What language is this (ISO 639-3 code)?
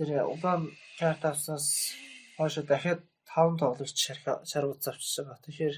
mon